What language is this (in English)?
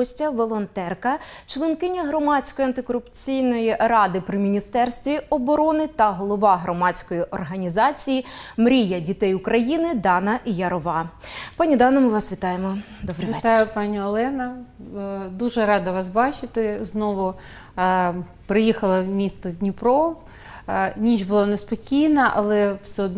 Ukrainian